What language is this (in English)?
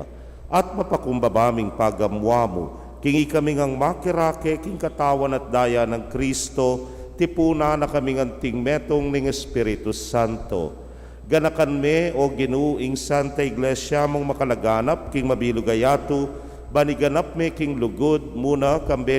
Pampanga